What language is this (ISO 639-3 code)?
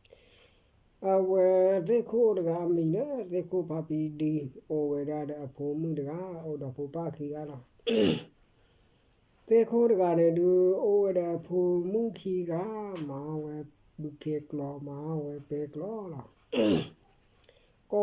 ksw